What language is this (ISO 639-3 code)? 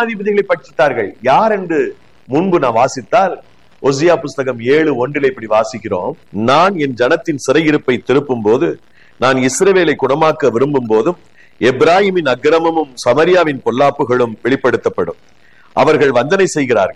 tam